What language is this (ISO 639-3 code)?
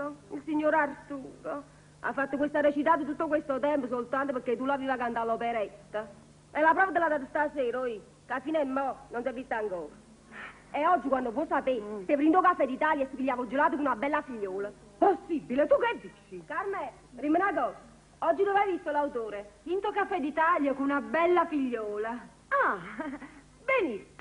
nap